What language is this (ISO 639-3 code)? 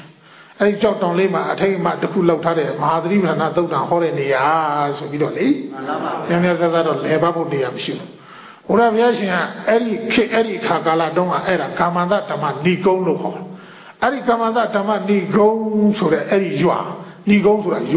mya